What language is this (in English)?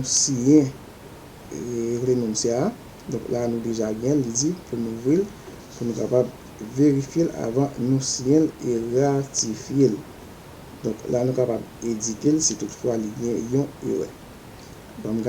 Haitian Creole